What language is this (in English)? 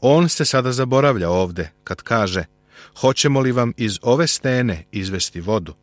Serbian